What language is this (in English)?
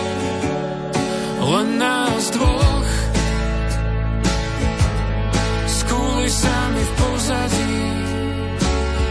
Slovak